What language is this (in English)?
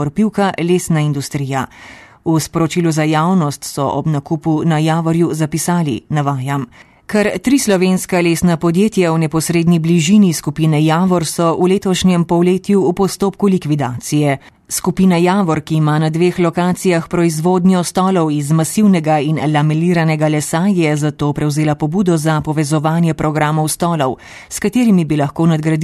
Slovenian